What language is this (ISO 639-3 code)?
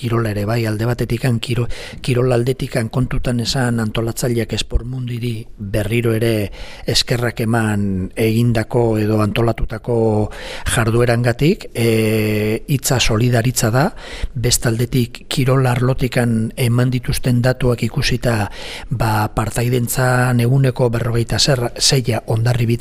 eus